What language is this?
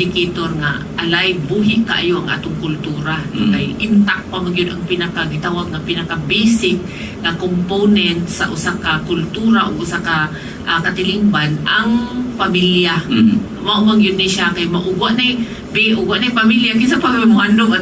Cebuano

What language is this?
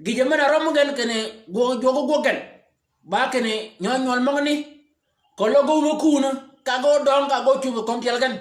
Shilluk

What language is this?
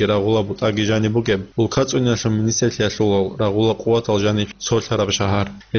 Avaric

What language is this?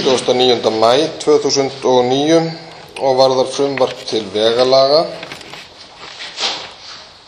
Icelandic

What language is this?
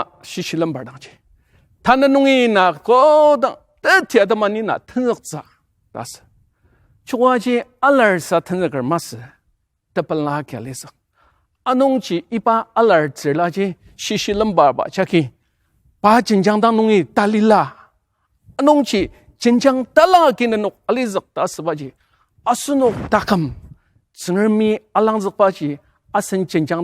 Ao Naga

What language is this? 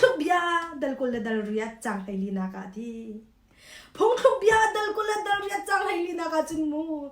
Hakha Chin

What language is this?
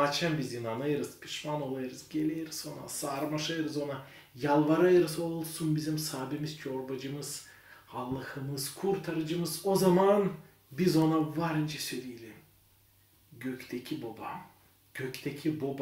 Gagauz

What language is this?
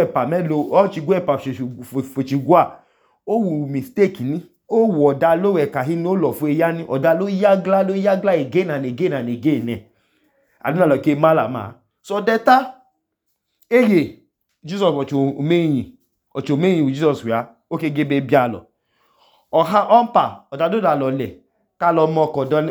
Idoma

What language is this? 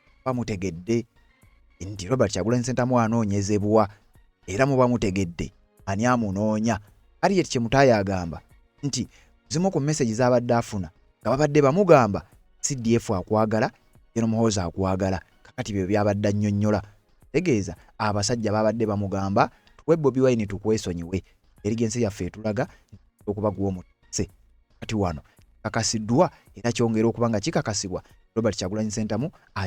Ganda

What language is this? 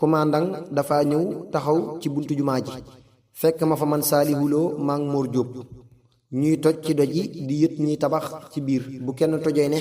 Wolof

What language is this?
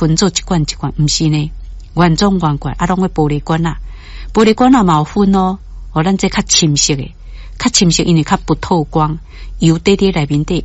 Min Nan Chinese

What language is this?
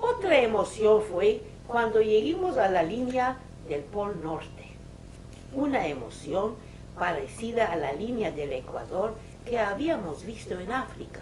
Ladino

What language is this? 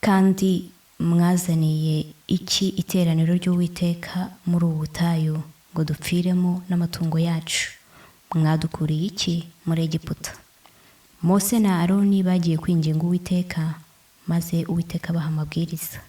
Kinyarwanda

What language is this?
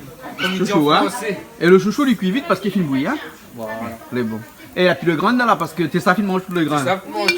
Réunion Creole French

